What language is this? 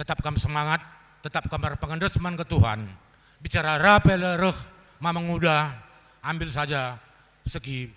Batak Karo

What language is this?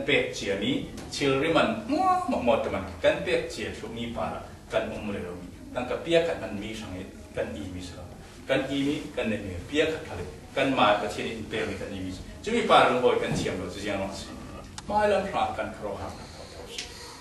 Falam Chin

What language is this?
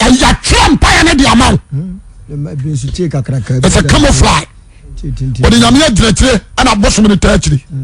Akan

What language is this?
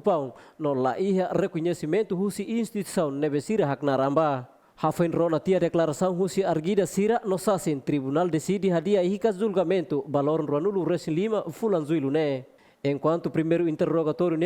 Tetum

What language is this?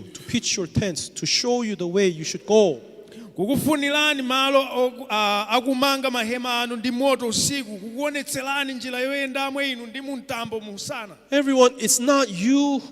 Nyanja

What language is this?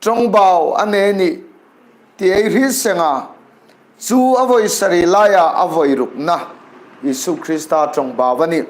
Hmar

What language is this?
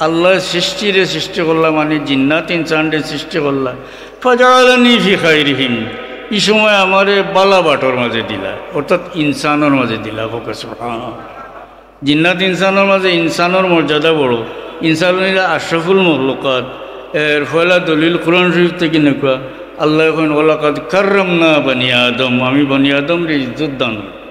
Sylheti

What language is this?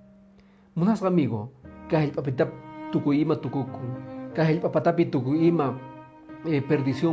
Quechua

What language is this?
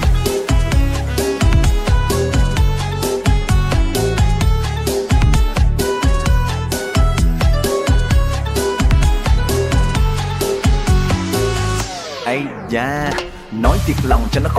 Vietnamese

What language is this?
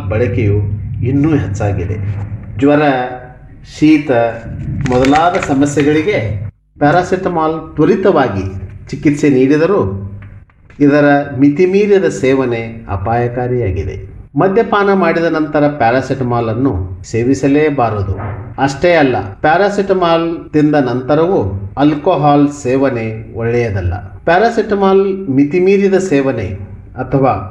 Kannada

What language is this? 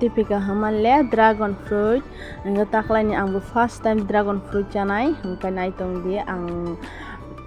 Kok Borok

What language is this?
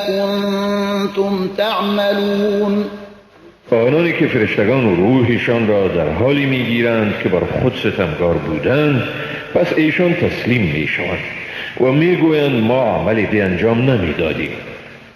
Persian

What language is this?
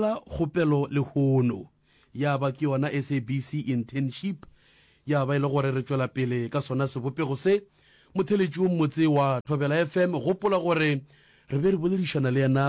Northern Sotho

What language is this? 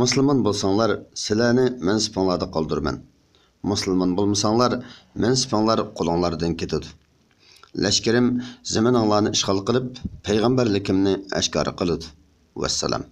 Uyghur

